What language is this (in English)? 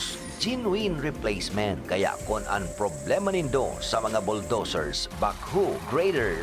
Bikol